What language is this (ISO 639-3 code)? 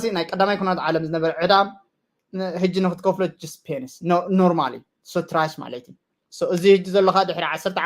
tir